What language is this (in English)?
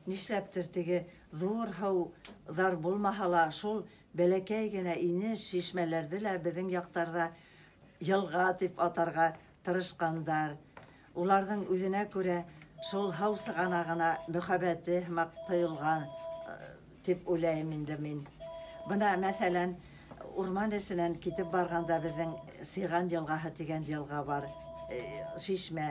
Bashkir